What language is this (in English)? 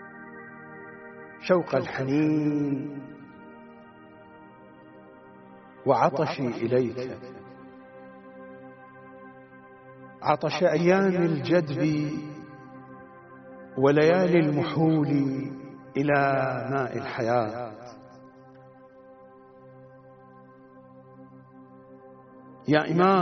Arabic